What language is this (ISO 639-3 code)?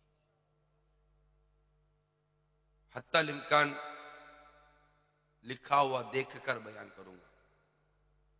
urd